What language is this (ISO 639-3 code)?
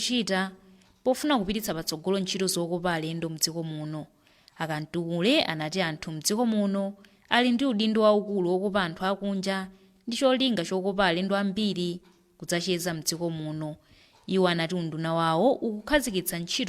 nya